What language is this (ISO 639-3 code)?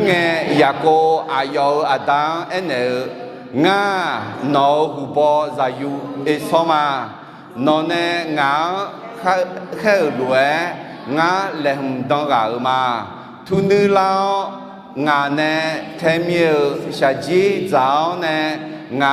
ahk